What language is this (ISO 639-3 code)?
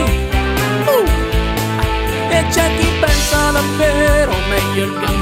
ita